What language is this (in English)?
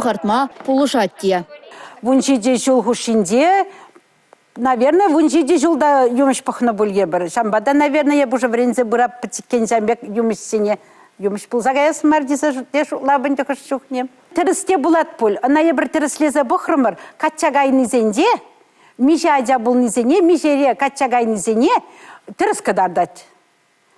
Chuvash